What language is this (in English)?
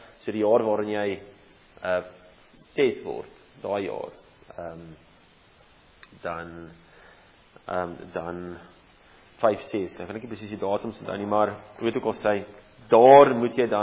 Afrikaans